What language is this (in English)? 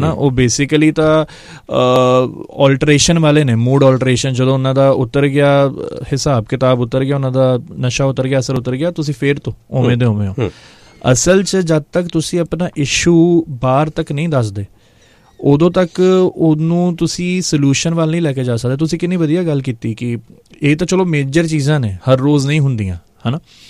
Punjabi